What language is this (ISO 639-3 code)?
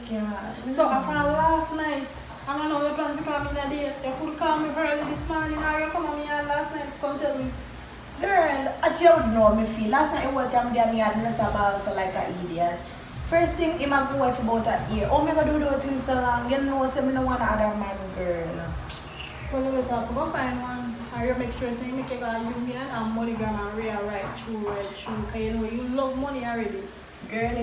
jam